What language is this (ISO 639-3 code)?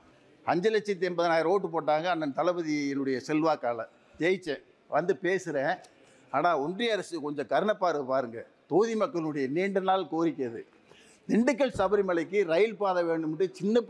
tam